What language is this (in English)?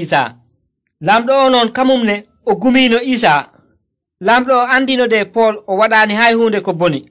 Nigerian Fulfulde